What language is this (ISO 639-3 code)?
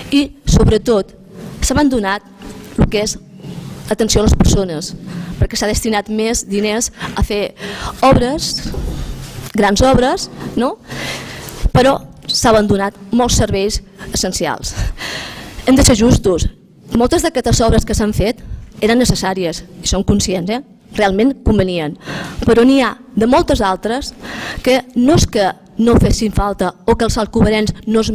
cat